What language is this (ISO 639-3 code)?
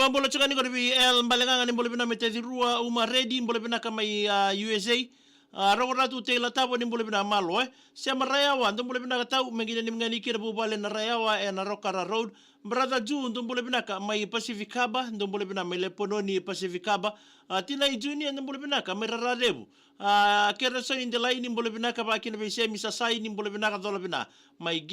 fij